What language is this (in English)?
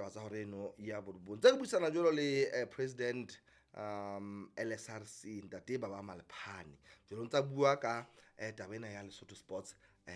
Southern Sotho